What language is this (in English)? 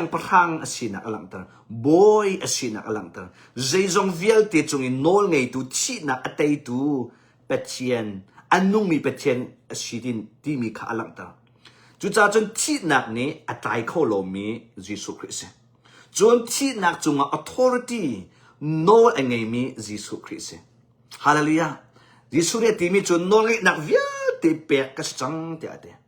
Hakha Chin